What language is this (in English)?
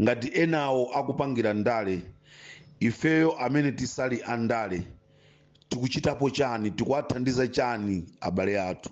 Nyanja